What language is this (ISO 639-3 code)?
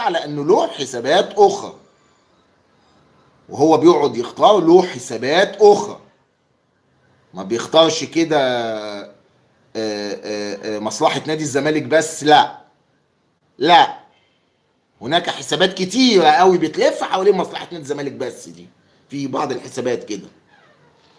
arz